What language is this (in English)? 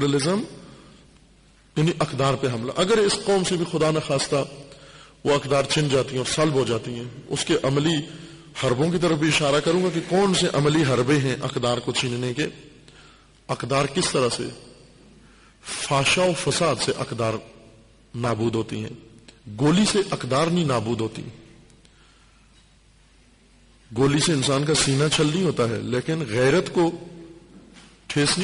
Urdu